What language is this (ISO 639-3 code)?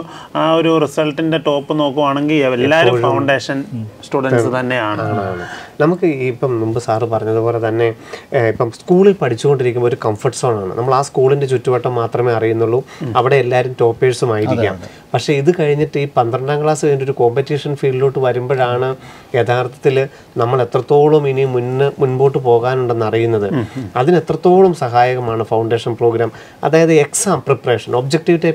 mal